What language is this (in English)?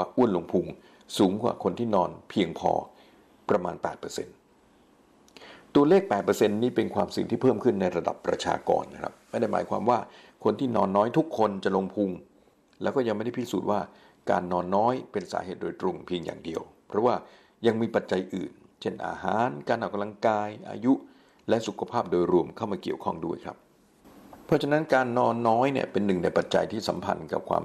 Thai